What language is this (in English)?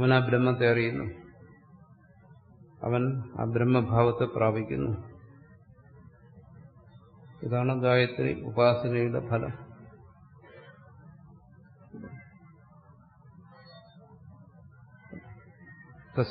Malayalam